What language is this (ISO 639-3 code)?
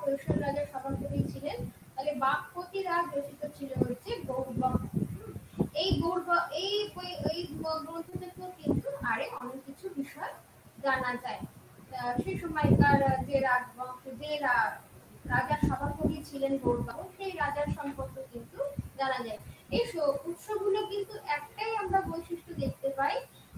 ben